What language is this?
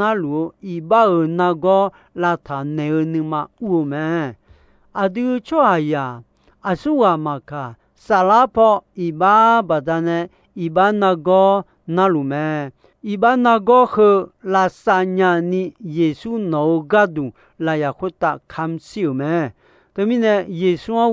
Akha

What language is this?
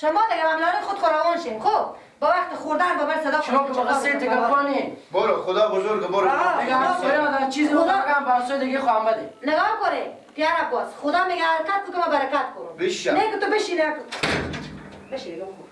Persian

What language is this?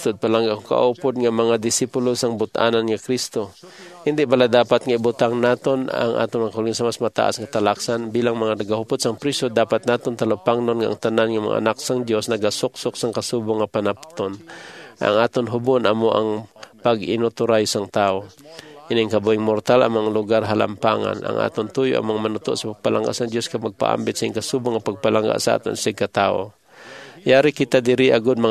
Hiligaynon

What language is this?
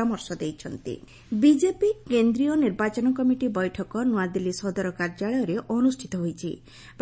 Odia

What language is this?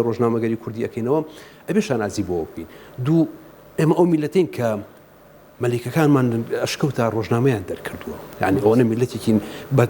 Central Kurdish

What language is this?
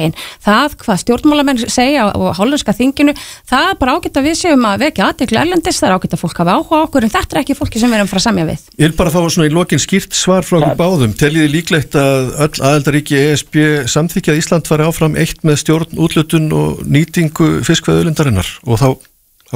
Icelandic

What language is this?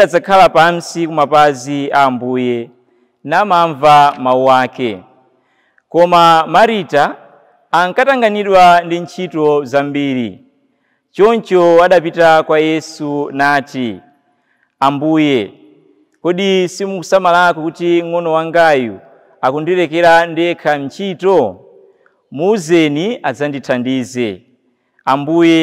Nyanja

